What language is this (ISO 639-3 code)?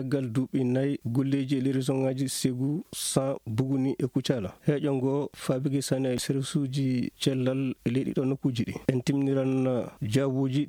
ful